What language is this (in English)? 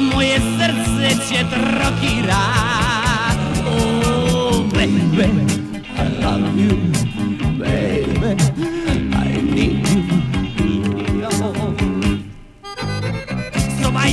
Serbian